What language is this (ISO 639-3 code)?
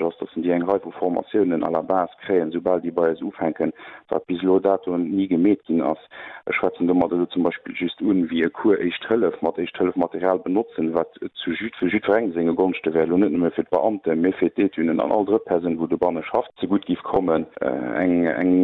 ltz